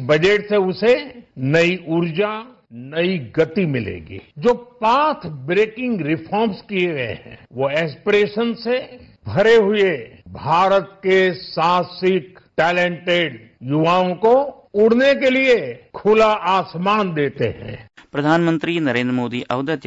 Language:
Sanskrit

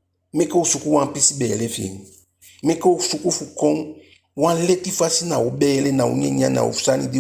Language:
Eastern Maroon Creole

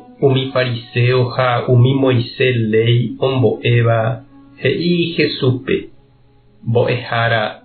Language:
Guarani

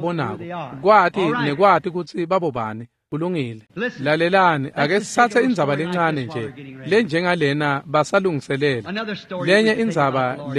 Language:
Swati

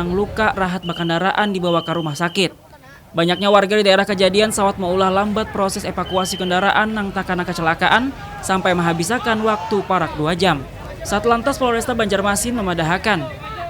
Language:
Banjar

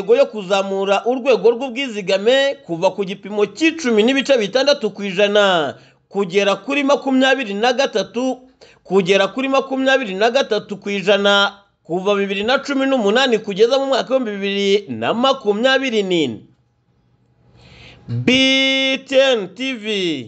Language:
Kinyarwanda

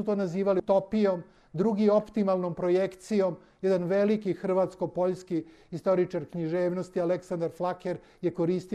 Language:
Serbian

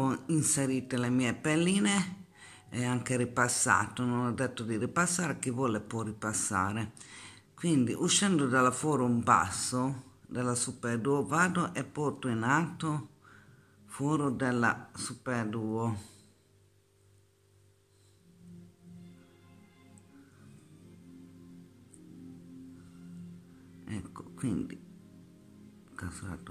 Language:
Italian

